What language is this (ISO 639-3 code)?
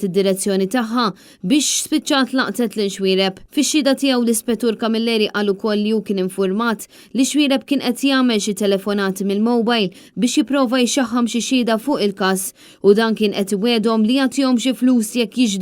mlt